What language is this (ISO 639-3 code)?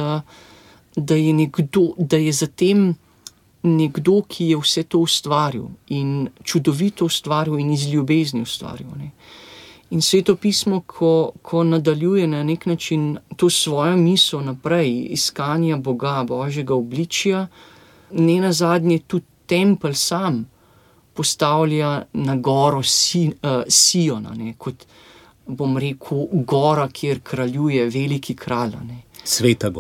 slv